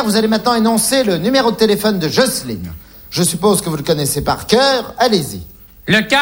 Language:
French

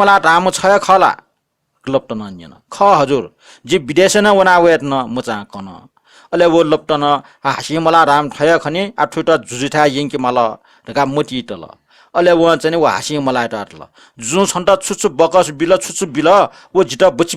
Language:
Newari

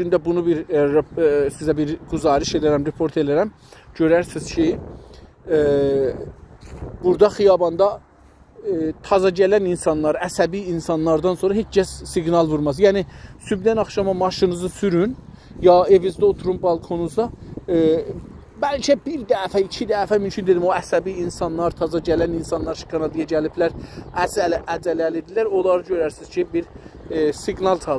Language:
South Azerbaijani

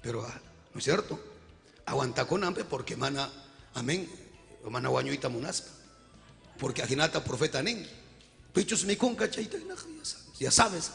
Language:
Ayacucho Quechua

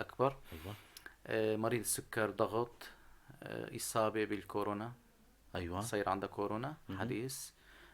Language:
North Levantine Arabic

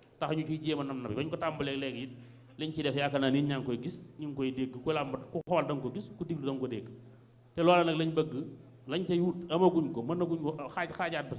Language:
Wolof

